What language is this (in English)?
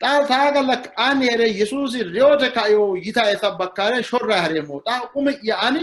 Sidamo